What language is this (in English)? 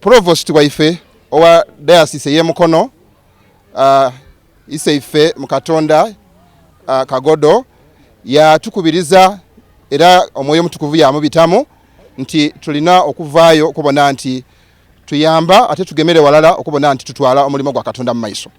Soga